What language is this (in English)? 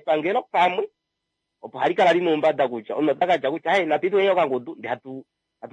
Kuanyama